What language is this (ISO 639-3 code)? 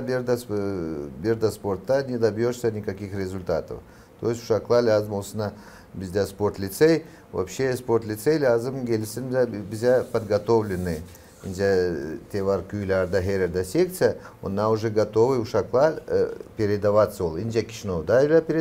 gag